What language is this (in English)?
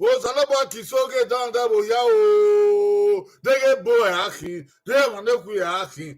Bini